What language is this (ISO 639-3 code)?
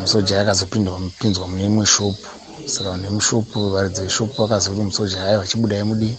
sna